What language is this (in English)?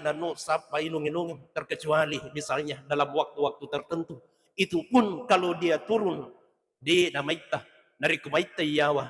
Buginese